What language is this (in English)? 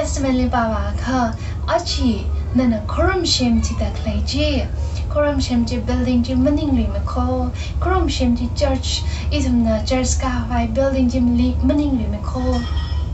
Tangkhul Naga (India)